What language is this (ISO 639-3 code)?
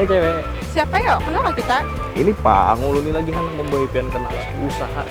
bjn